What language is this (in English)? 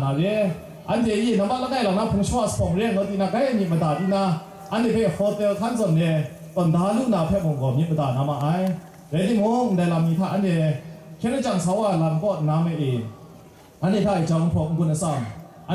Kachin